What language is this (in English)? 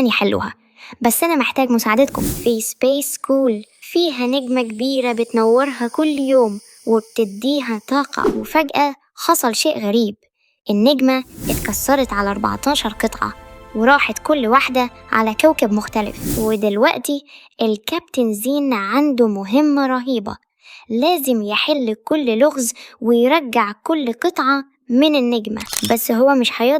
Egyptian Arabic